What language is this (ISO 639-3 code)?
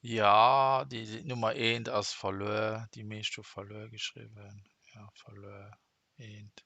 ltz